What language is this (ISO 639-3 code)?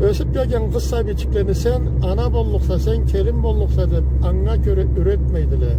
krc